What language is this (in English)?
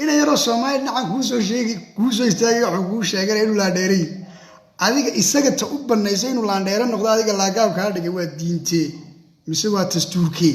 Somali